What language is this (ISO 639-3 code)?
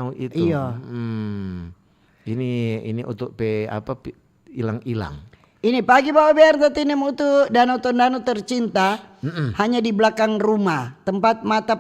xmm